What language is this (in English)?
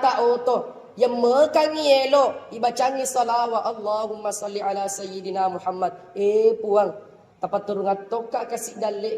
Buginese